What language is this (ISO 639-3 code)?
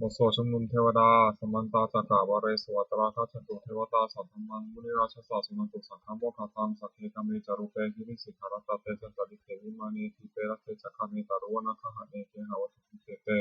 pli